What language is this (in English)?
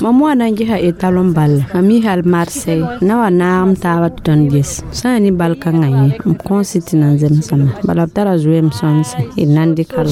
Mossi